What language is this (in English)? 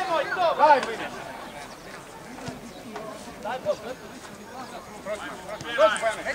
Croatian